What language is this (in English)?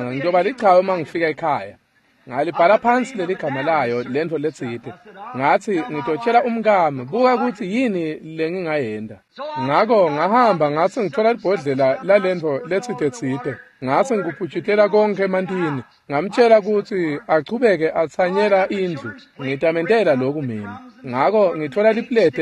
Swati